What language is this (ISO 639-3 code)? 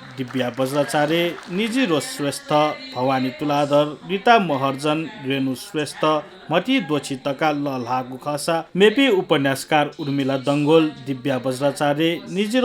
new